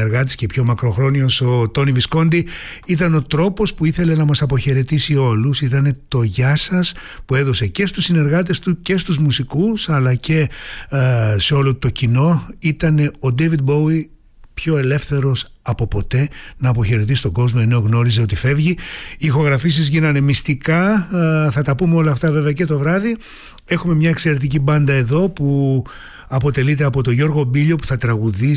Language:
Greek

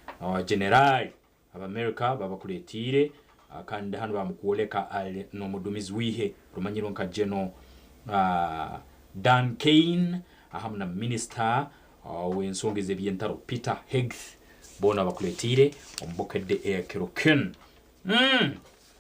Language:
Nyankole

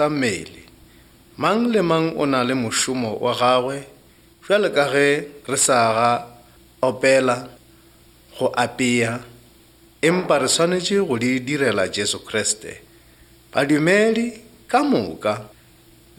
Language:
Northern Sotho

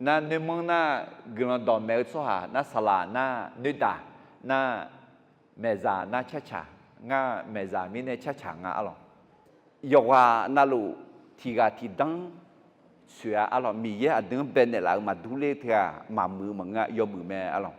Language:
Akha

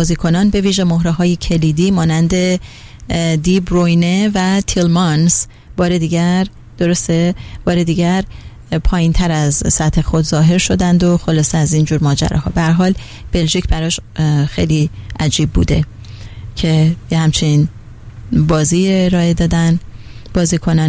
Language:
Persian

